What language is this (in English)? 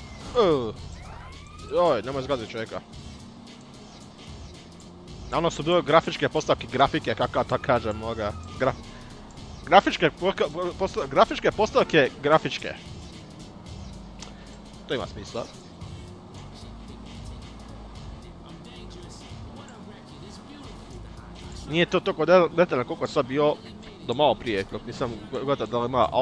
Croatian